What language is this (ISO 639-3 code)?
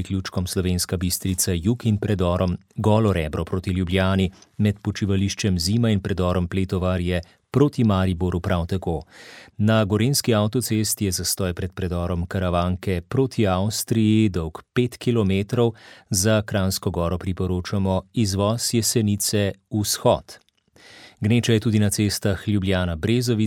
slv